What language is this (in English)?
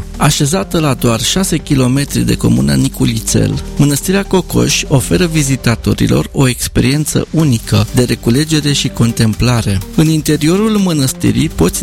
Romanian